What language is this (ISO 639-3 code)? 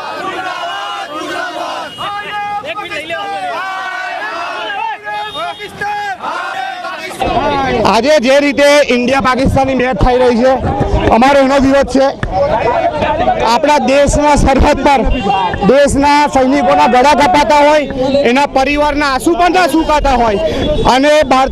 guj